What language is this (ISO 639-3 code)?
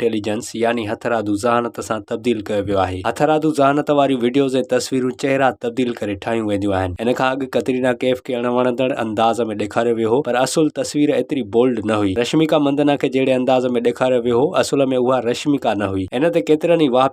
snd